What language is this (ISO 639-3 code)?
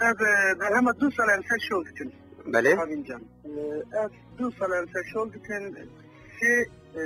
kur